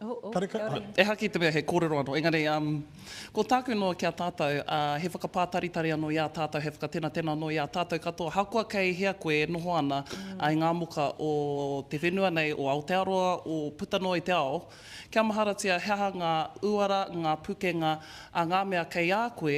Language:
Māori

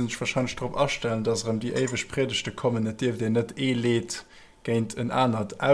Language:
Luxembourgish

